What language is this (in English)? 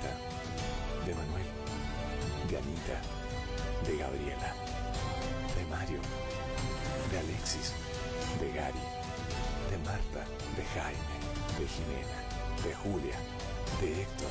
Spanish